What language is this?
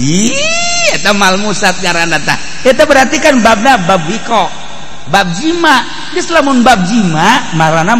Sundanese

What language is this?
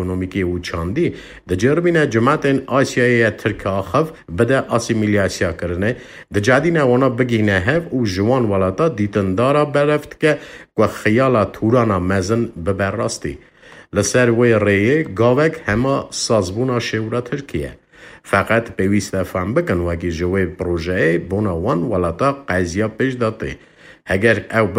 Kurdish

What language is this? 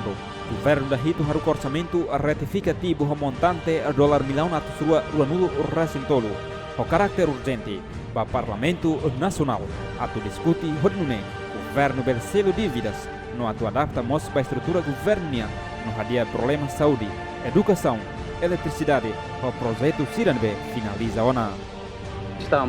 Tetum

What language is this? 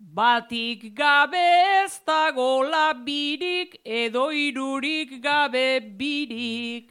Basque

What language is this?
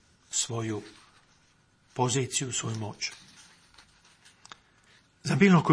Croatian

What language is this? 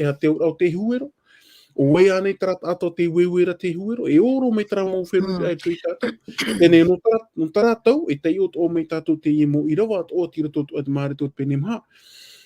Tahitian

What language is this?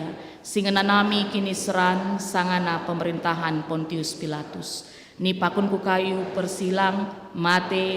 Batak Karo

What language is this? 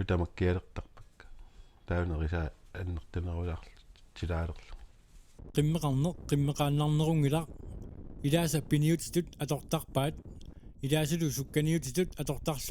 Kalaallisut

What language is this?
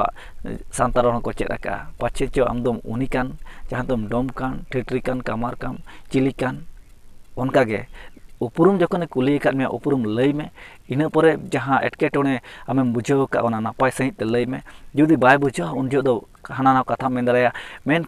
Santali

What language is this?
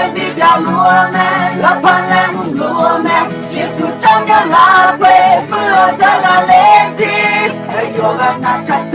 Akha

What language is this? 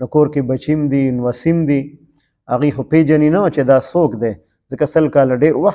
Pashto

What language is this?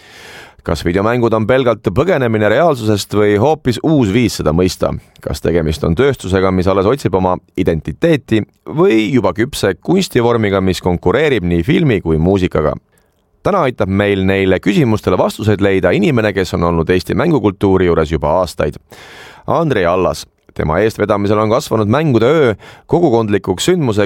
Estonian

